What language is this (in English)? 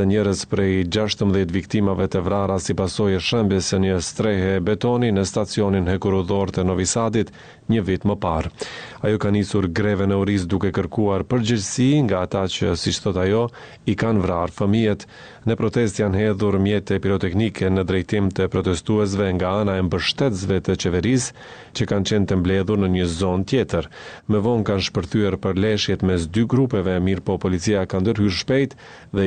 Albanian